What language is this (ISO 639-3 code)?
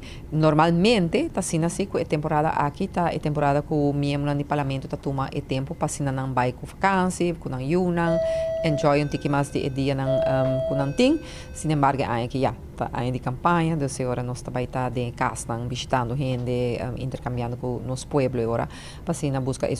pap